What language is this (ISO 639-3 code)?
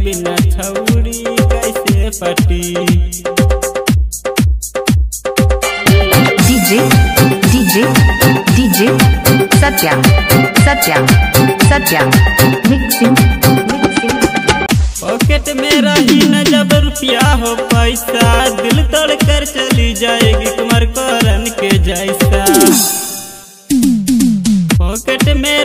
bho